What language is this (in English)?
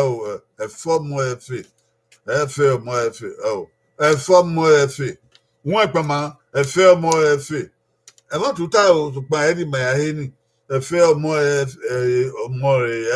Bini